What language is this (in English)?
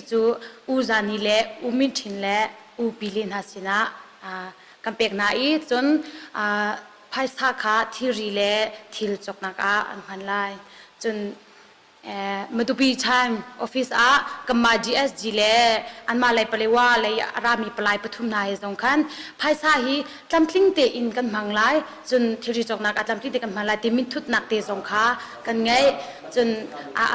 Hakha Chin